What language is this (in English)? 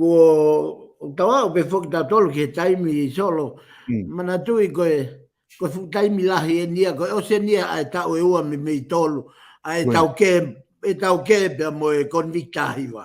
Tongan